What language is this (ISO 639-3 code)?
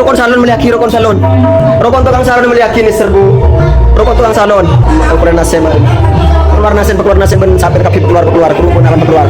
mad